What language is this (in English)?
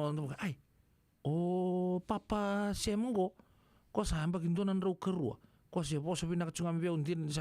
Fijian